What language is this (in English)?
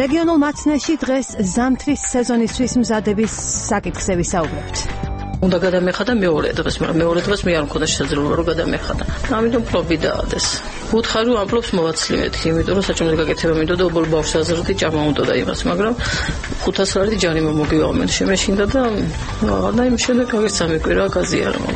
Georgian